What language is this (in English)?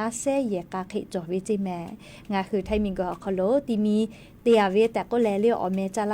Lahu